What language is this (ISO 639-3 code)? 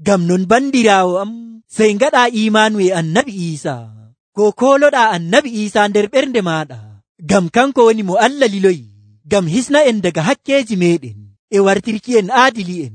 fuv